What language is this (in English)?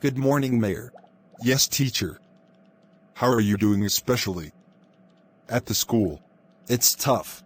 Jamaican Creole English